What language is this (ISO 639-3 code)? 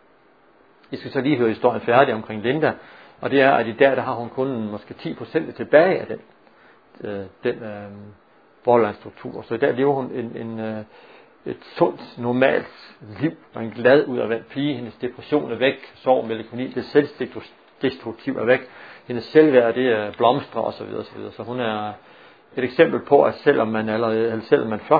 dan